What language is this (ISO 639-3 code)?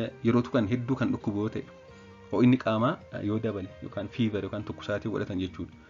orm